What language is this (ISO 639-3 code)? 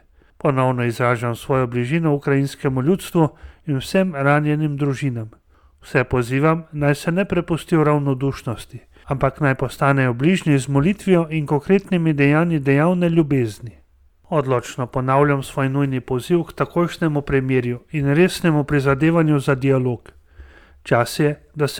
slv